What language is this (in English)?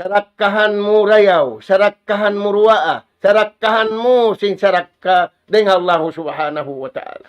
Tausug